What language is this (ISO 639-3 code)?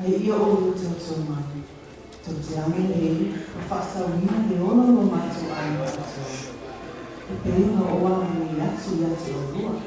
smo